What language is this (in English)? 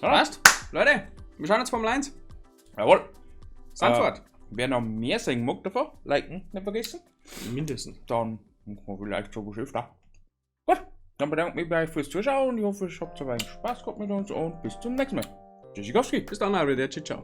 Bavarian